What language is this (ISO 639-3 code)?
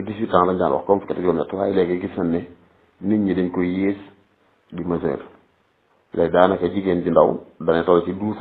wol